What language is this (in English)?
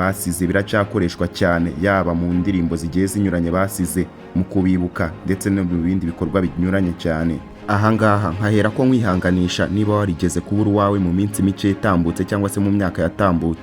Kinyarwanda